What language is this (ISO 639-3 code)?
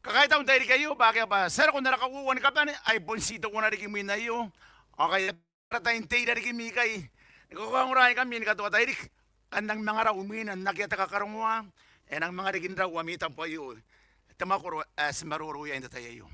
gil